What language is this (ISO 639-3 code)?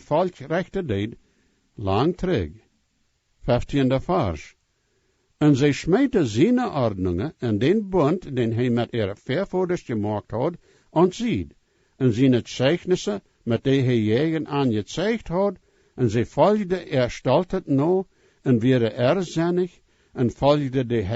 pdt